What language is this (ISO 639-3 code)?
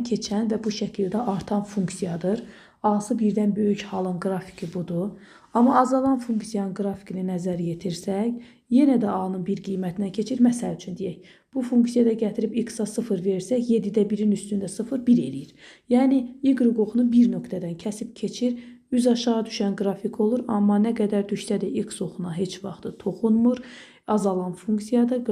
aze